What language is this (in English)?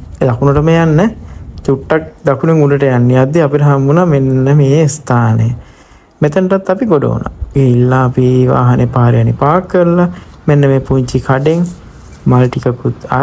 Sinhala